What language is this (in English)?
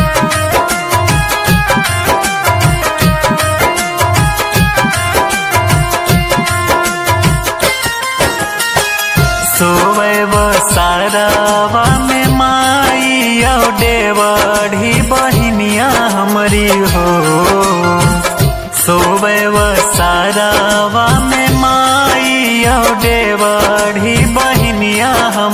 Bhojpuri